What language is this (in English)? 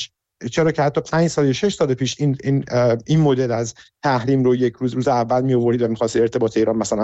Persian